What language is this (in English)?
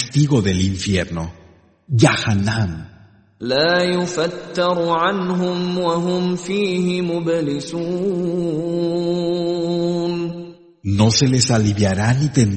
Spanish